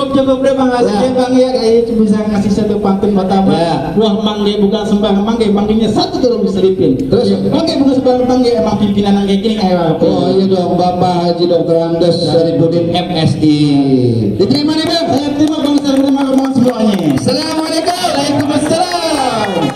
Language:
Betawi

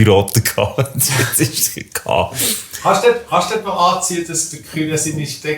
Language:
Swiss German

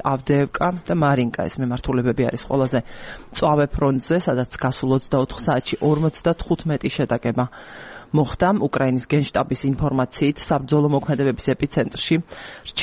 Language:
Georgian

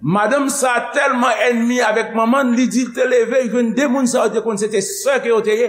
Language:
Haitian Creole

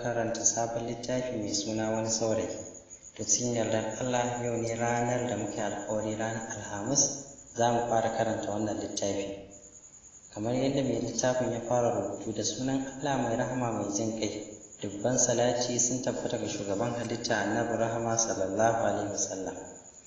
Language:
Hausa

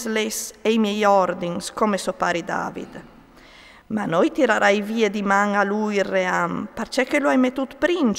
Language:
Friulian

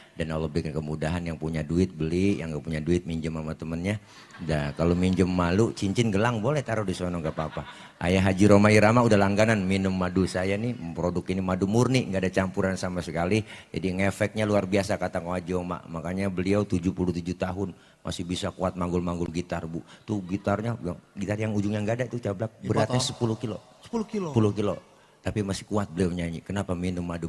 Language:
Betawi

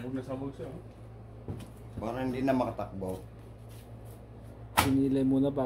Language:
Filipino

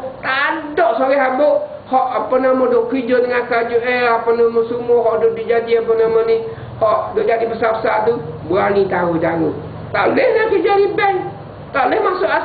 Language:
Malay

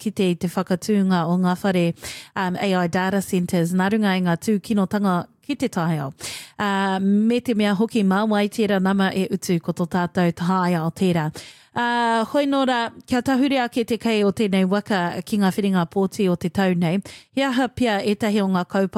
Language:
Māori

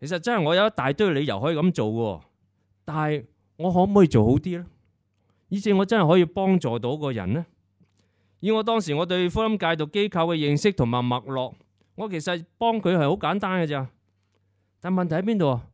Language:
Cantonese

